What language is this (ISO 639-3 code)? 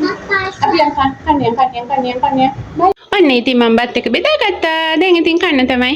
sin